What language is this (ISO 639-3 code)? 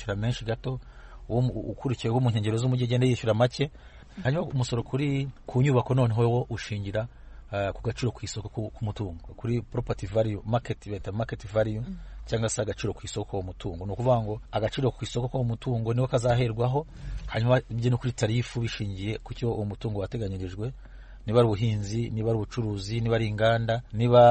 kin